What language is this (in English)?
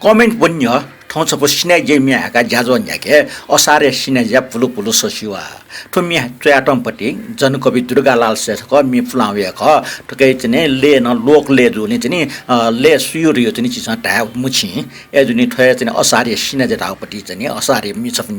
Newari